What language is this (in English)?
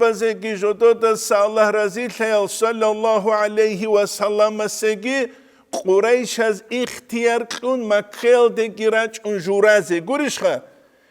Avaric